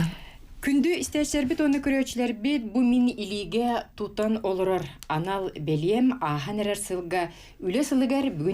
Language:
Yakut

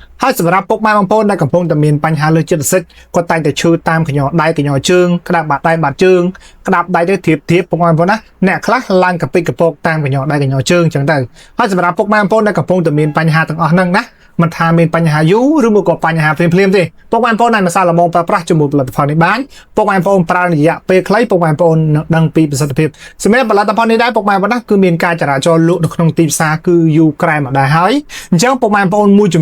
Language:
Khmer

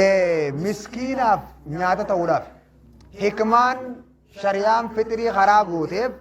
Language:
Oromo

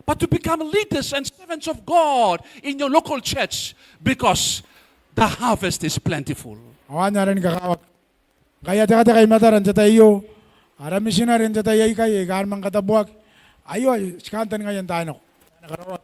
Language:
Gilbertese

